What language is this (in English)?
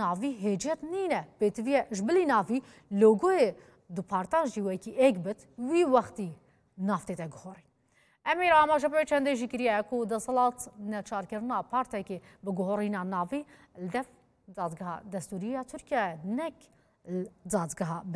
Kurdish